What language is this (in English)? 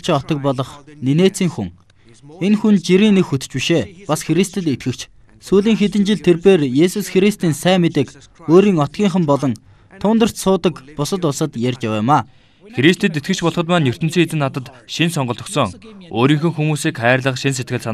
Mongolian